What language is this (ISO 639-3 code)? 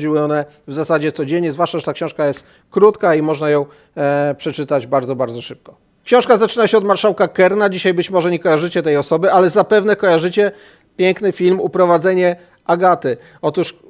pol